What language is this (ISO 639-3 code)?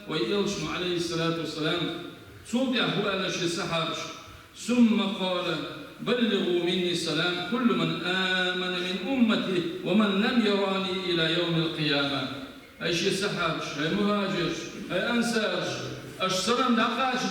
che